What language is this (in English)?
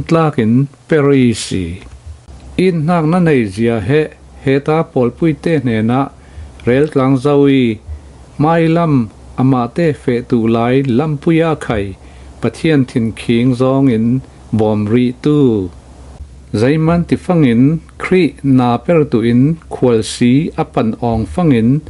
Falam Chin